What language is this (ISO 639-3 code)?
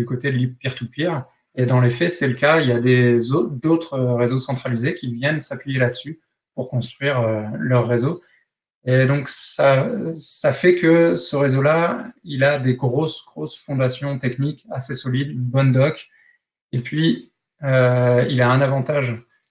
fra